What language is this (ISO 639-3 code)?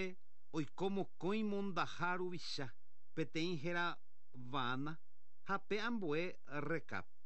grn